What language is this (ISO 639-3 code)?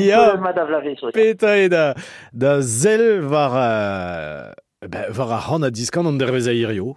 bre